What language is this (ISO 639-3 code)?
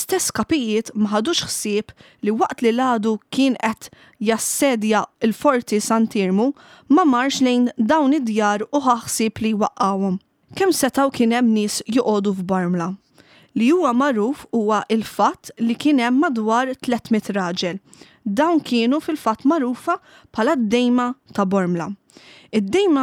mlt